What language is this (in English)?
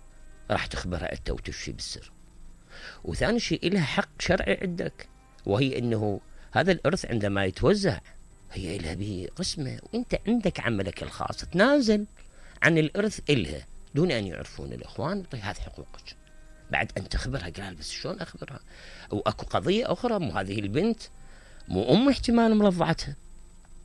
Mesopotamian Arabic